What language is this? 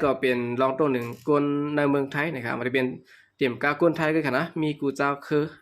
Shan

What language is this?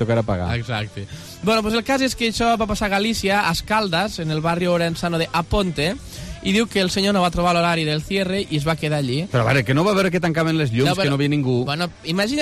Catalan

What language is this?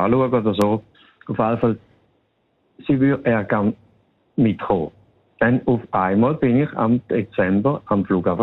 German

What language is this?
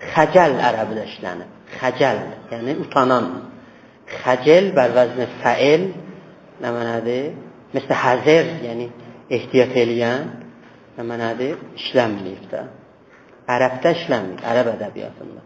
South Azerbaijani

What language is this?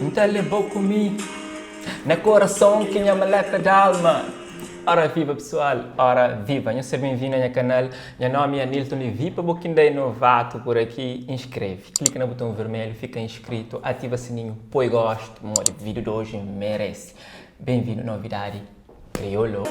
Kabuverdianu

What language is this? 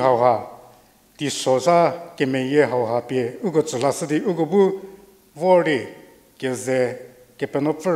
Angami Naga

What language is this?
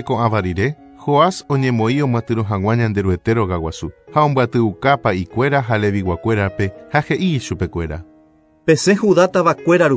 Guarani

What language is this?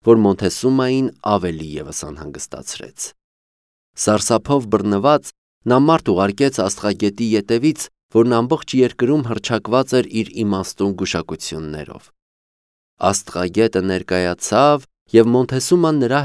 Armenian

